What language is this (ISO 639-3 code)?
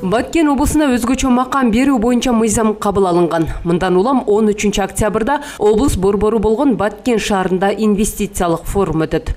kir